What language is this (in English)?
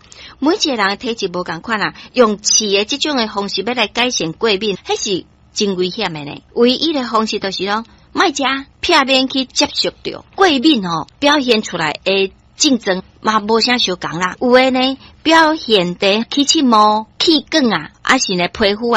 Min Nan Chinese